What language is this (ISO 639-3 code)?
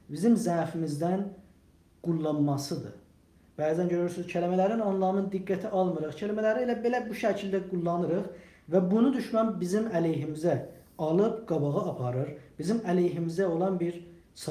azb